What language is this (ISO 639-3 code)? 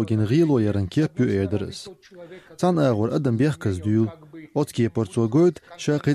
che